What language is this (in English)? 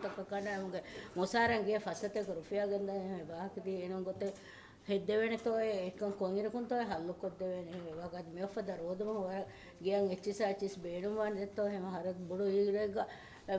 Divehi